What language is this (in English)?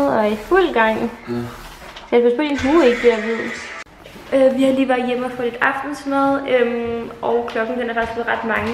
Danish